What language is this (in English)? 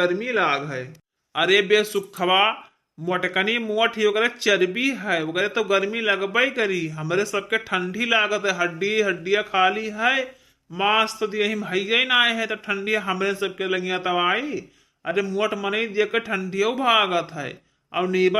Awadhi